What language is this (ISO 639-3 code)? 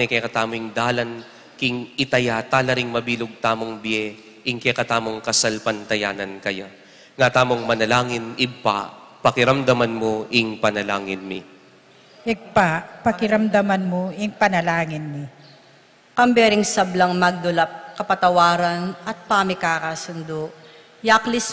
pam